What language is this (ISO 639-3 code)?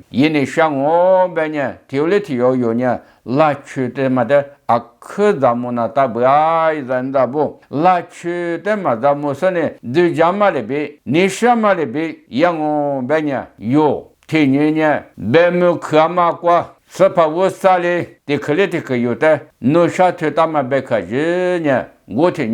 lis